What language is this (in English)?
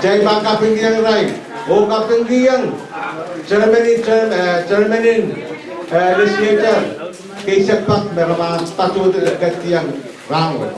Pohnpeian